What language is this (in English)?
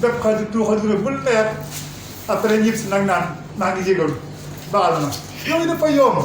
Wolof